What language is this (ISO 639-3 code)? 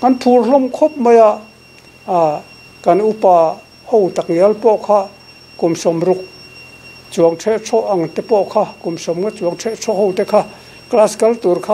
lus